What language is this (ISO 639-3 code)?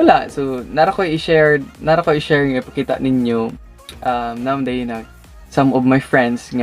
ceb